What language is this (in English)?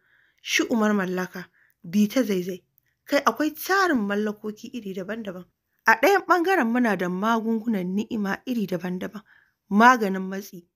Hausa